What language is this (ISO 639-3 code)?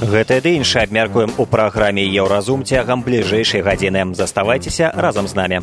bel